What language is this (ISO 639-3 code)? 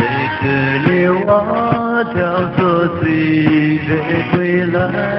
pmx